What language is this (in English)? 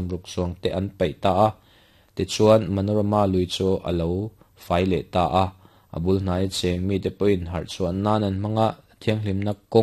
Mizo